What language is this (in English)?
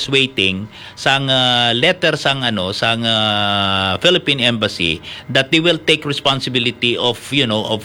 Hiligaynon